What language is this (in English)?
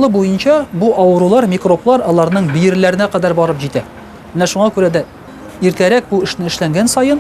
Tatar